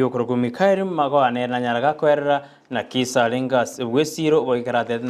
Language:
Gusii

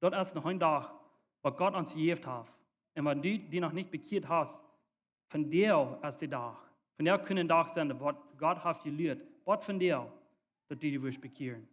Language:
Plautdietsch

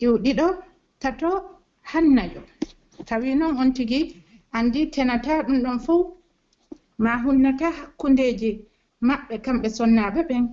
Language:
Pular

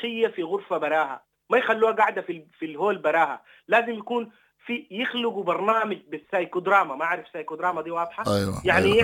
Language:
Sudanese Arabic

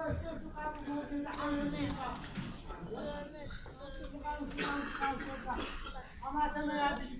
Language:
Adyghe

